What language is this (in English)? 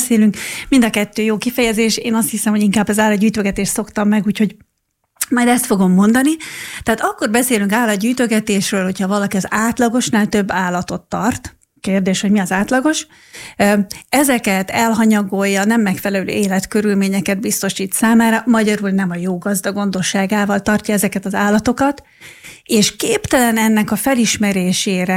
Hungarian